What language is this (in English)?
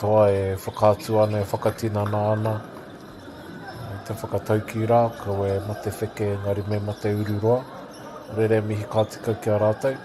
Māori